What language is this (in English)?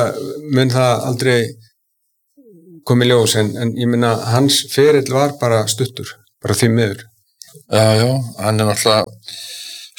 Icelandic